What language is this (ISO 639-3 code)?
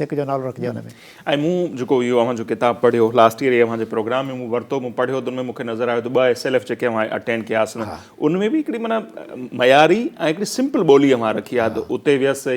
snd